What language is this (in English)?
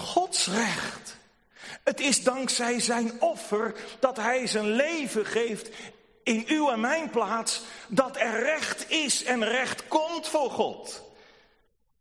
Dutch